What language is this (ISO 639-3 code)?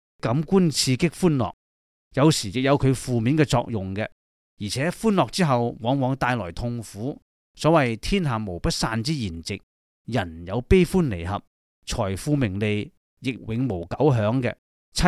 yue